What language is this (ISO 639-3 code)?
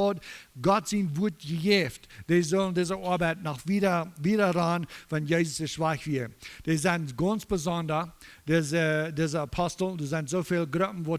pdt